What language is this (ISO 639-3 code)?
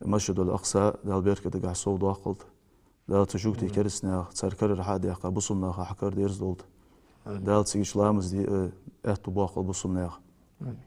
inh